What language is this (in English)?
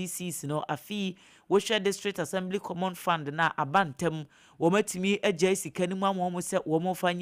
Akan